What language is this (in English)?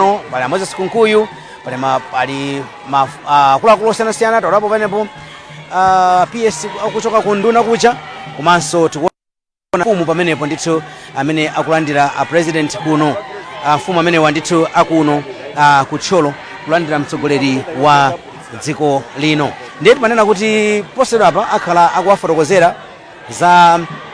Nyanja